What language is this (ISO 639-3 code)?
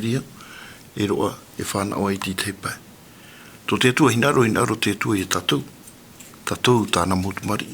tah